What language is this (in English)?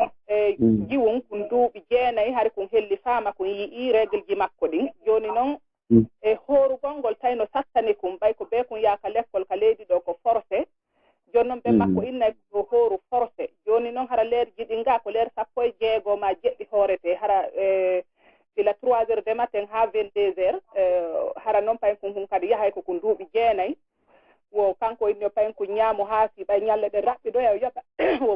Fula